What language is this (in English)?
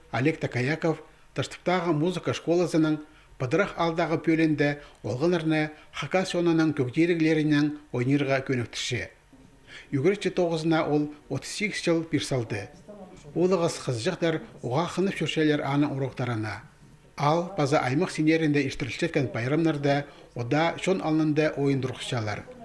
Khakas